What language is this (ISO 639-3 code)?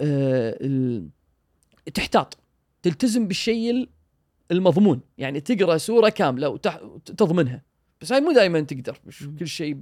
afb